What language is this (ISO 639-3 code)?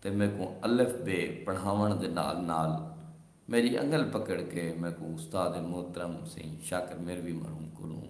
skr